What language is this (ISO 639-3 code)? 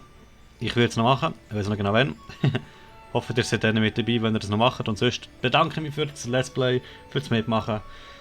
gsw